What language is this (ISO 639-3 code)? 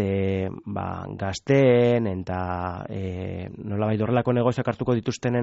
eus